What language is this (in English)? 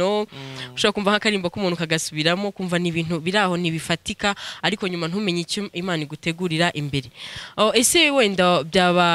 Kinyarwanda